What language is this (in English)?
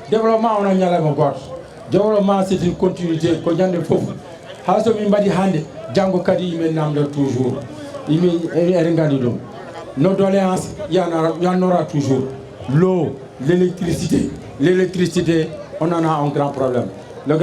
Fula